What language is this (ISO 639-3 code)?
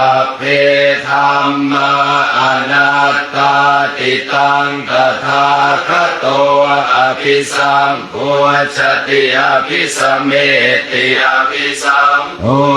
pli